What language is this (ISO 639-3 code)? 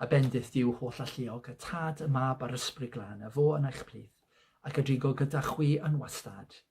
cym